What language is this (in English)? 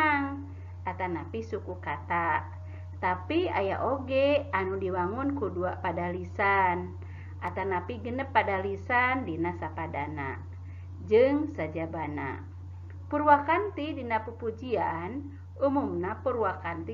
Sundanese